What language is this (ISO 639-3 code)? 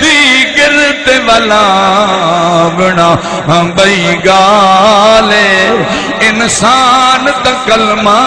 skr